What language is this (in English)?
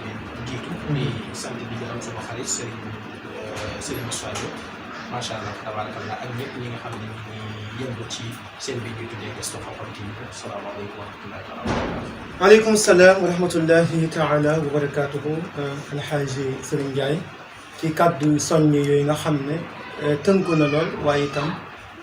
Wolof